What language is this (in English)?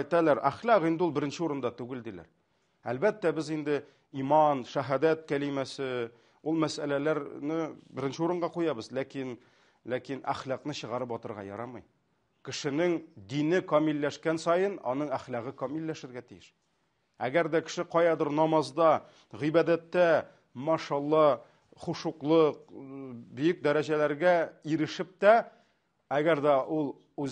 Tatar